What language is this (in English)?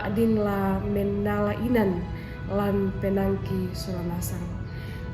Toraja-Sa'dan